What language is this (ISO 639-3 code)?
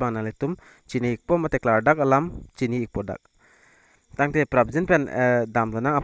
mjw